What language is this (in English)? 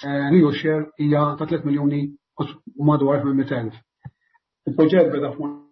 Maltese